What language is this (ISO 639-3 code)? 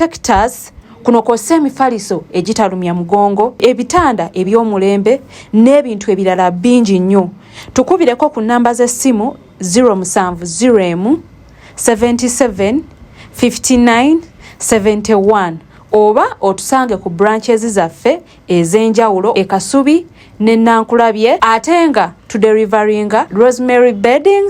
lug